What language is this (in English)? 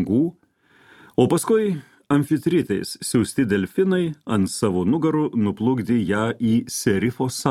Lithuanian